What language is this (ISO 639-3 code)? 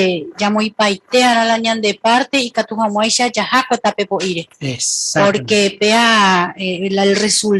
grn